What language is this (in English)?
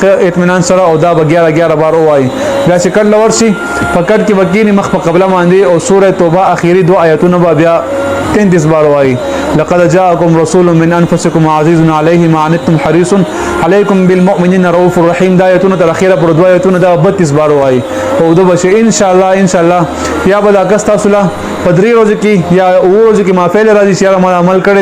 Pashto